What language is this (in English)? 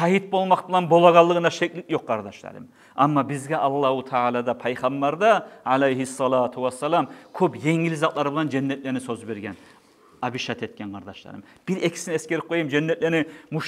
Kumyk